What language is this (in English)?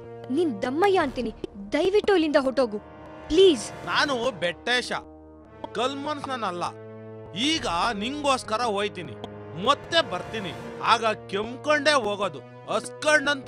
Kannada